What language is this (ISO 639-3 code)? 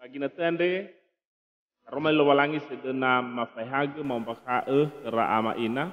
nia